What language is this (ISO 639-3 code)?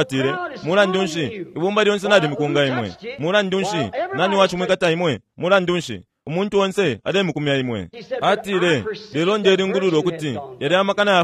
bem